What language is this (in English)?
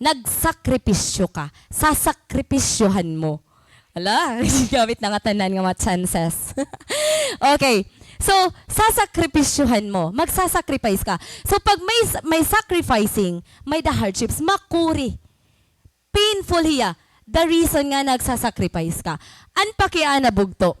Waray